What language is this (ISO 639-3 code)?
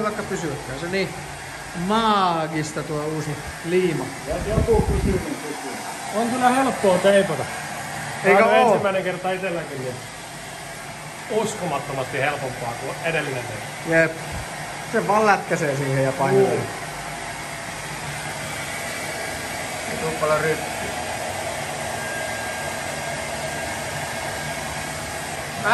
fin